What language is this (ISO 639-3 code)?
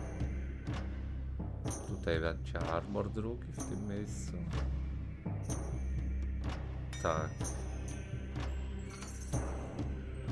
pol